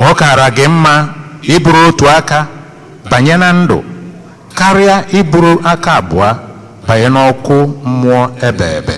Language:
Igbo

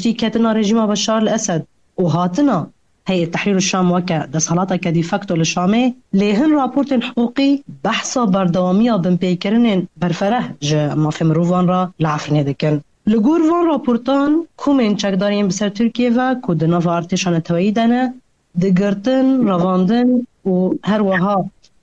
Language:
Kurdish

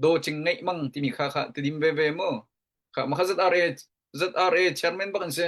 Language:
Hakha Chin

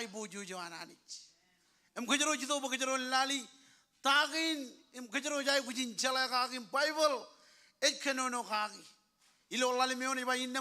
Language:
Marshallese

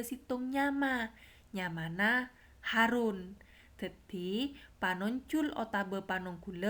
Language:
Madurese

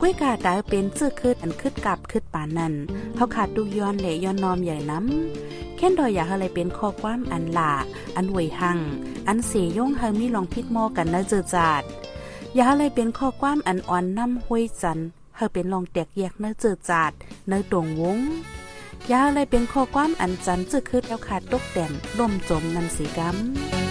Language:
Shan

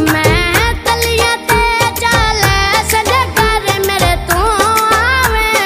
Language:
Pahari-Potwari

